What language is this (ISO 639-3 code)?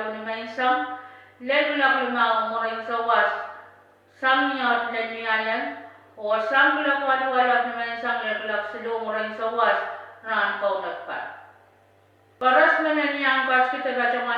pon